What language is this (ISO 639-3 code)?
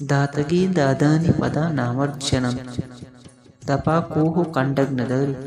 bal